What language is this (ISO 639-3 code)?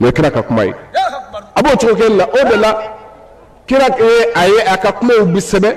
bam